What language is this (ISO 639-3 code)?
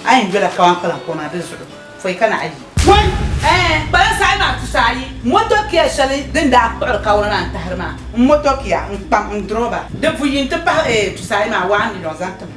dag